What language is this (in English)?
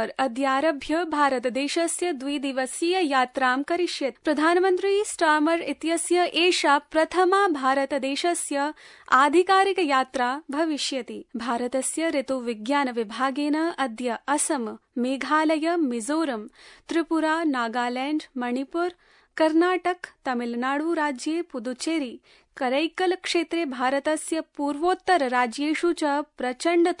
Sanskrit